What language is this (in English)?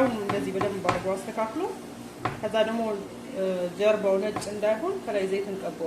Amharic